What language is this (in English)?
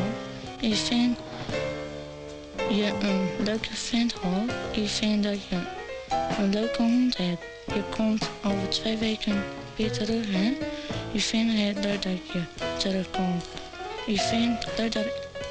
Dutch